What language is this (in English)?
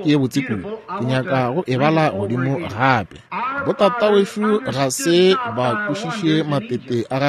Northern Sotho